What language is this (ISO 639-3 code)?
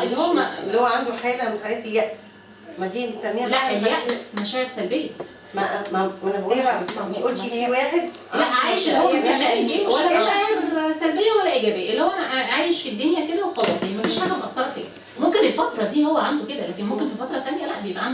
arz